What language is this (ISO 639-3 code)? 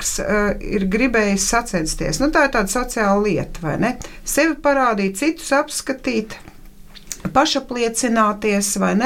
lav